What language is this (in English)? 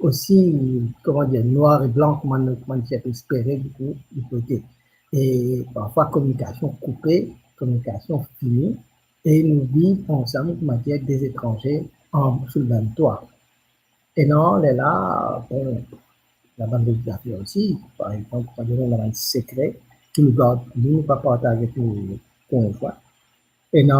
Morisyen